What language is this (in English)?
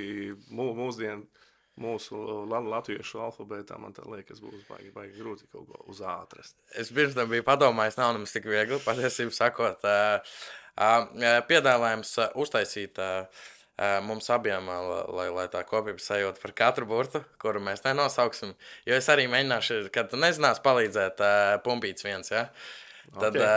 Latvian